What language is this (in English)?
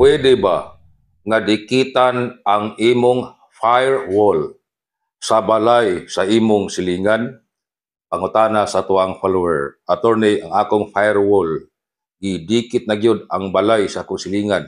Cebuano